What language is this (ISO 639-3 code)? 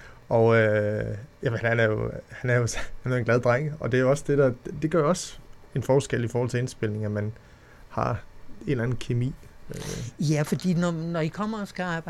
dan